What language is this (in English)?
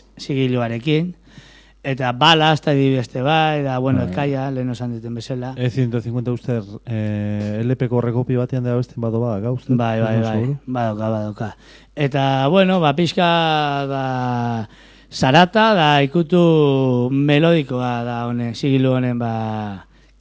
Basque